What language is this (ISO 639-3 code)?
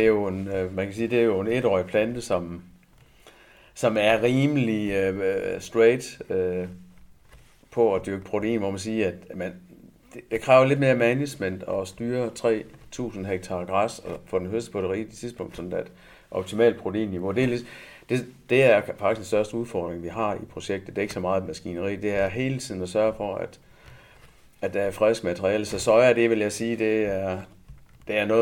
dan